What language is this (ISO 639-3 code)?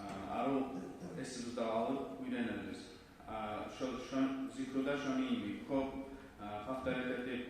kum